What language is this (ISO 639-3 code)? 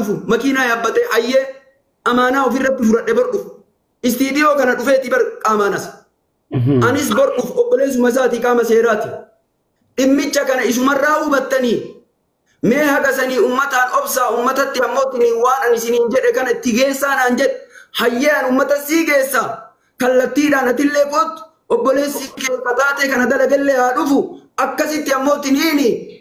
orm